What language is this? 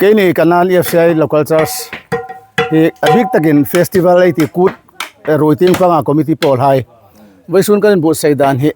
Hmar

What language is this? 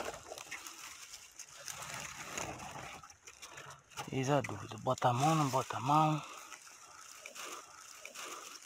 Portuguese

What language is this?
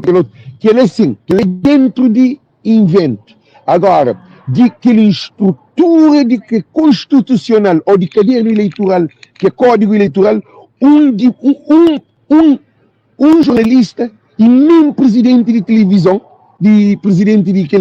Kabuverdianu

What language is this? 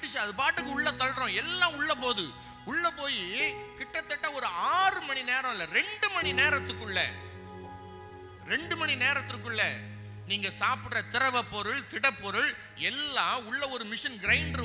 Tamil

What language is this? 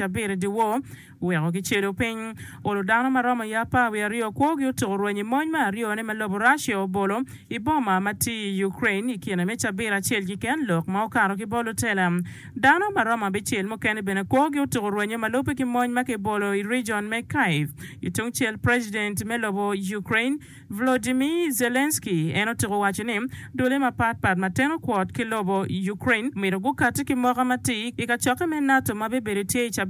Acoli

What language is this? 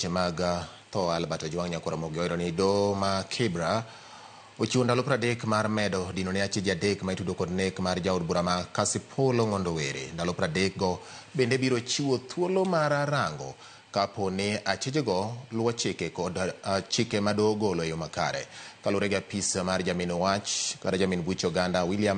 Luo (Kenya and Tanzania)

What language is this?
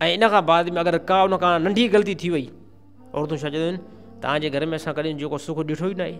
Sindhi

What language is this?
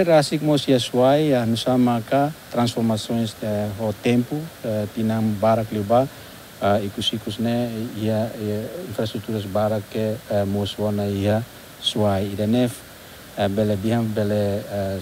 Tetum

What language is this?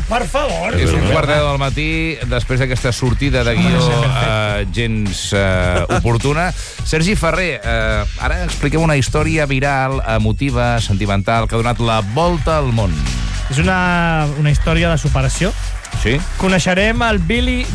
Catalan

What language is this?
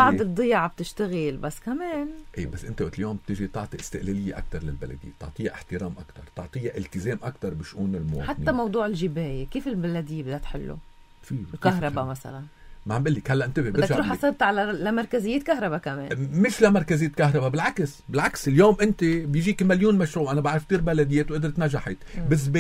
North Levantine Arabic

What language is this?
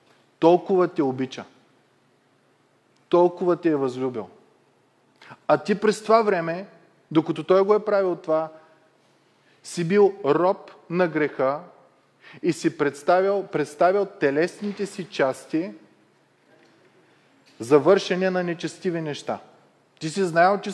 Bulgarian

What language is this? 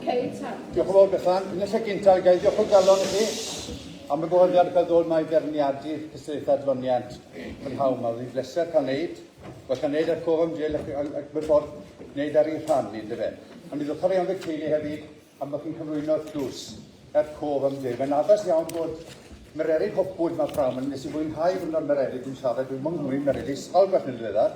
Welsh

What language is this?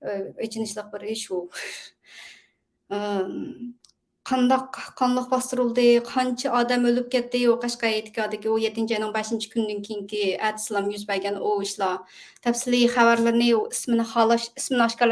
Uyghur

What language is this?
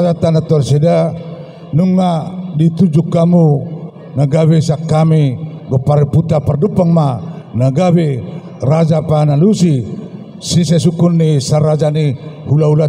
Batak Toba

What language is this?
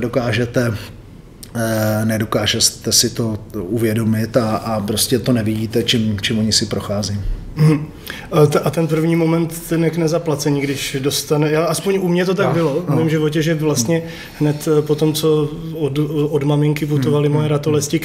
Czech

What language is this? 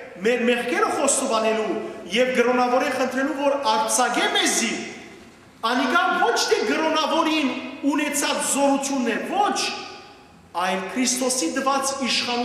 Western Armenian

